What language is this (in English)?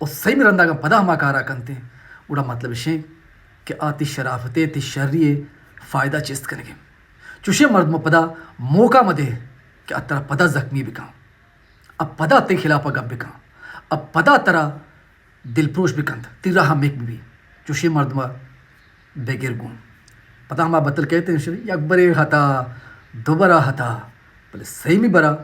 Baluchi